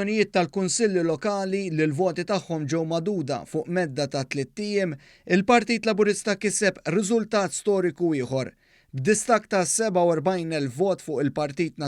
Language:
Maltese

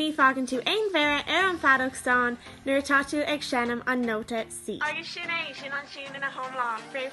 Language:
Irish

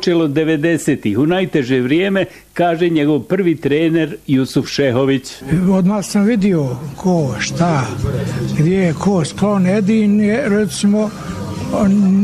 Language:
Bosnian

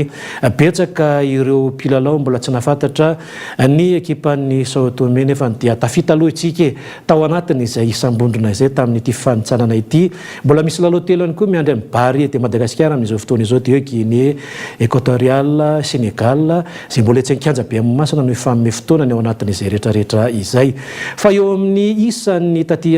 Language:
Malagasy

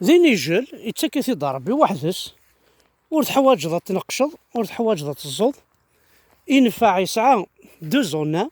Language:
Kabyle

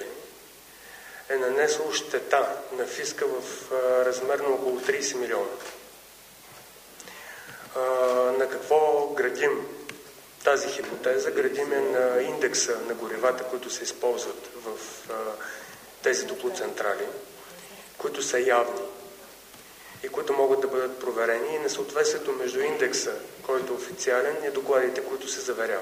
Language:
Bulgarian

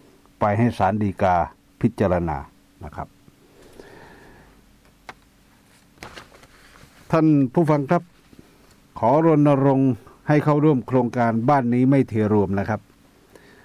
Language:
Thai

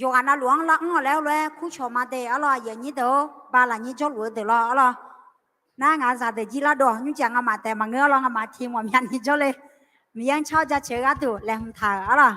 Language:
Akha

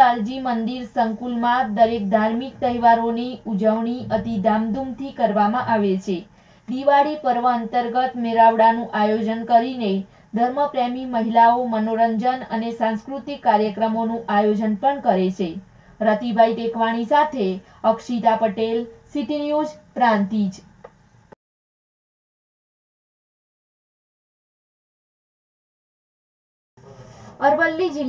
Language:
Gujarati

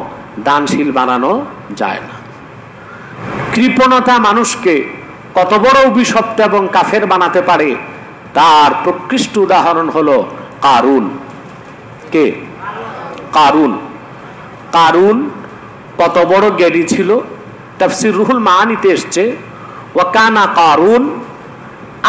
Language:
Bangla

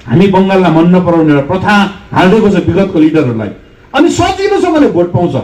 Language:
Nepali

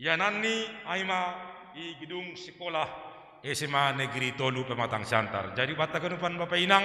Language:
Batak Simalungun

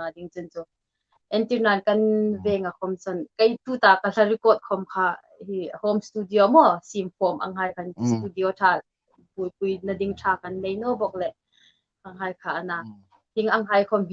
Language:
Hmar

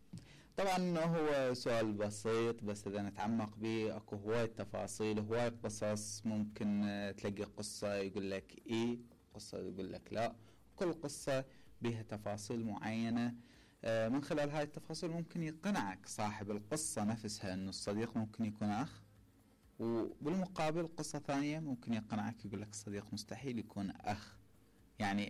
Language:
Mesopotamian Arabic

